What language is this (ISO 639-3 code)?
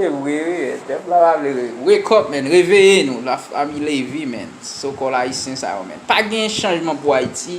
hat